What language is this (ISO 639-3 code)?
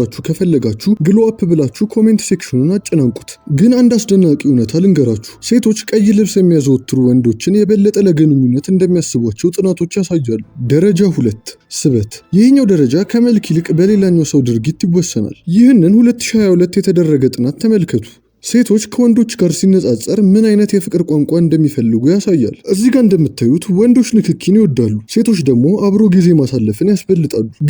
amh